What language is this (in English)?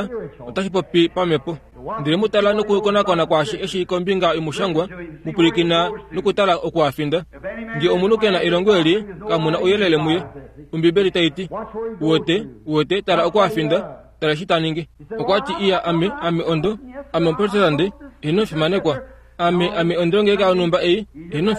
Kuanyama